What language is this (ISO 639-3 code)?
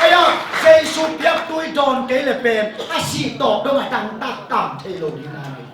ctd